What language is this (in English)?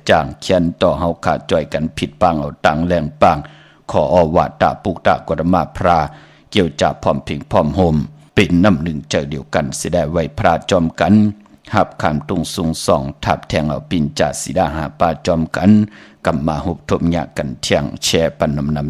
Shan